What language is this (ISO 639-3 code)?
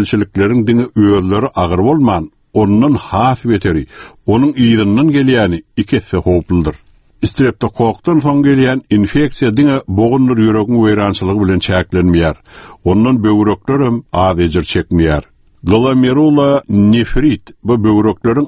tuk